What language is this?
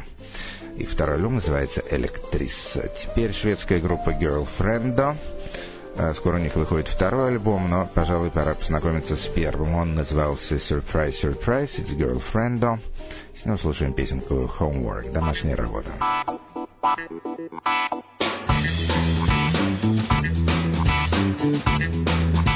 Russian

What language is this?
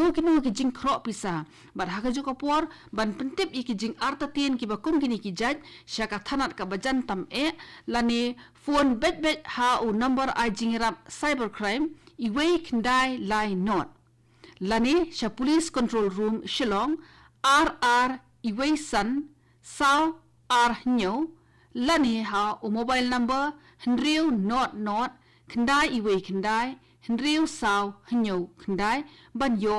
Khasi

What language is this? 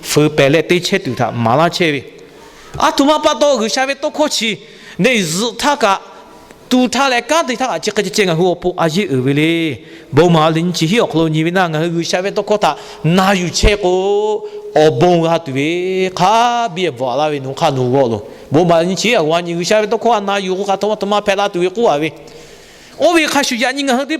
Lahu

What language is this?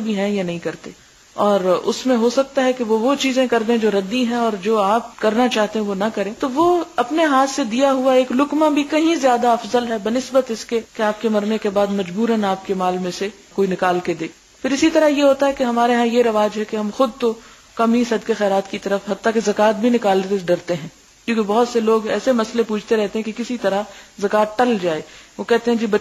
Urdu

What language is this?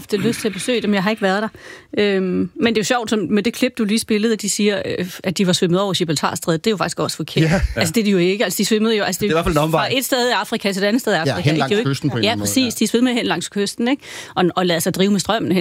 Danish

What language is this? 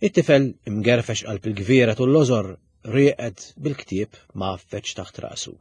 Maltese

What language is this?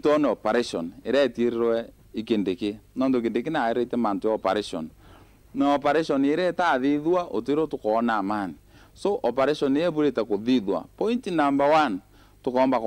Meru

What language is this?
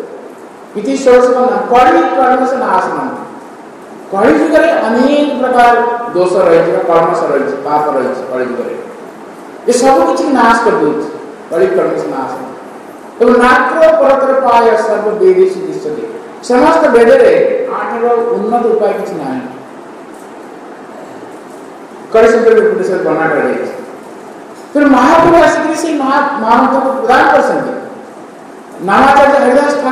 Odia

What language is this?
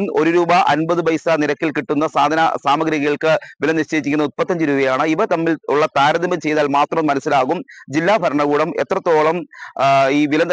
Malayalam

